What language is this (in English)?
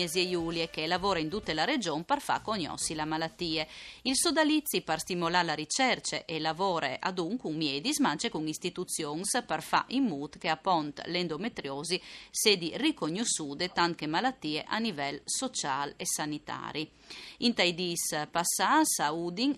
Friulian